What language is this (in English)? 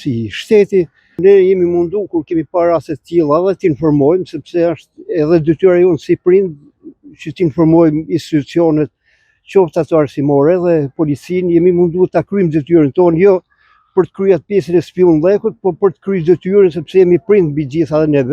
Albanian